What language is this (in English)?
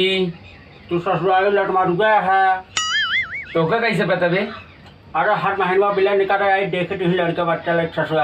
Awadhi